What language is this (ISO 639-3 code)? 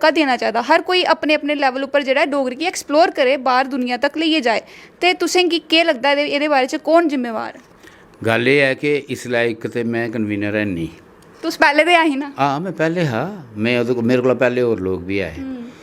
doi